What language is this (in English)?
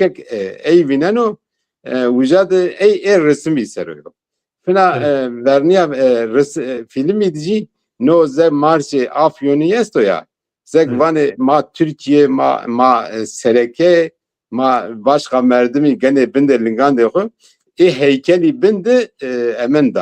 Zaza